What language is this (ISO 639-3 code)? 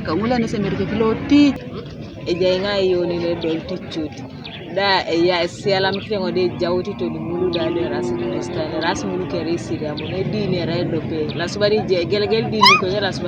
teo